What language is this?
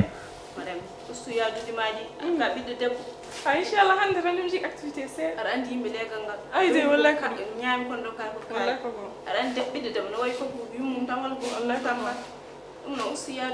Fula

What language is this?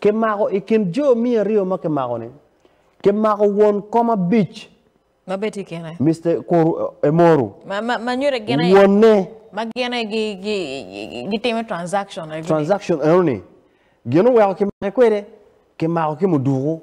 Acoli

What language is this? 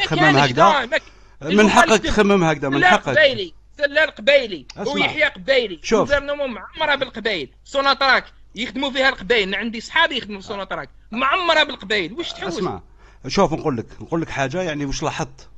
Algerian Arabic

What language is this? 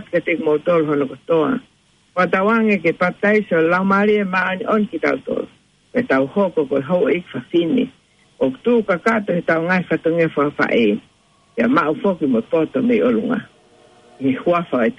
Tongan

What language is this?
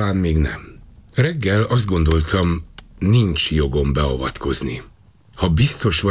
Hungarian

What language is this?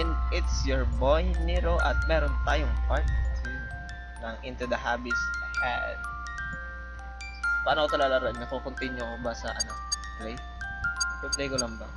Filipino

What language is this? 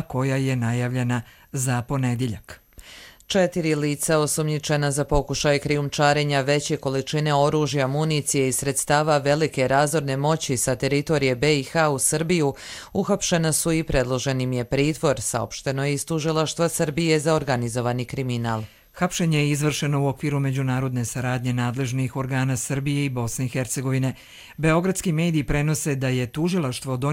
Croatian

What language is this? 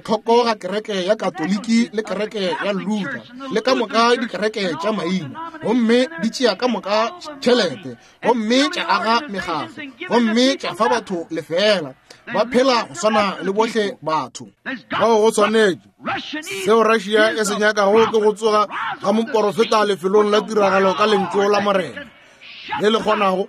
Northern Sotho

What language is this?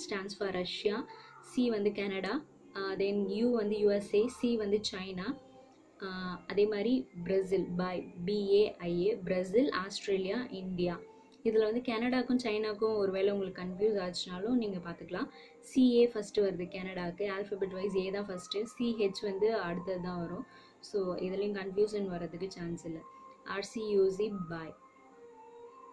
Tamil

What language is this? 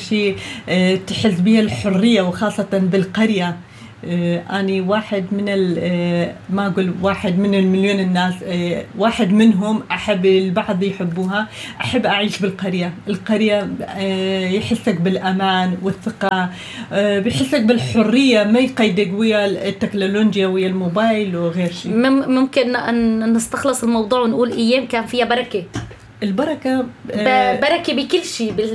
North Levantine Arabic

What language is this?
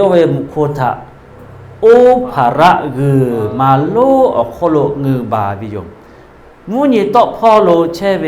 Lahu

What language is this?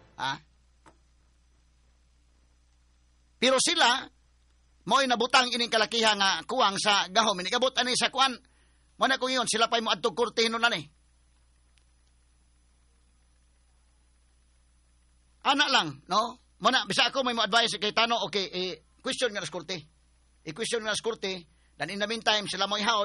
Cebuano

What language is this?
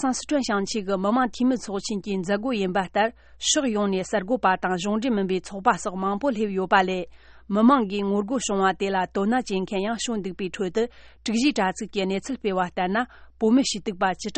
Tibetan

